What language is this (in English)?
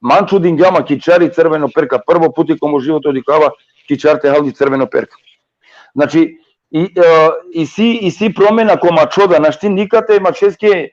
Balkan Romani